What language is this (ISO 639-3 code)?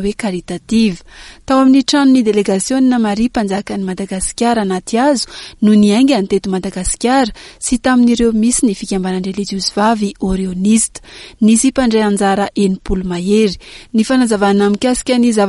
mlg